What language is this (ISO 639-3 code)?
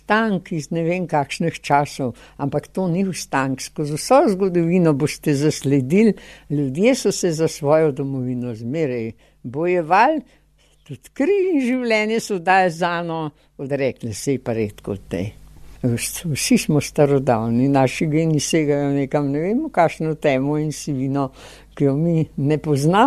slv